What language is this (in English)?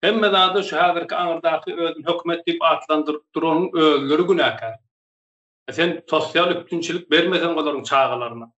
Turkmen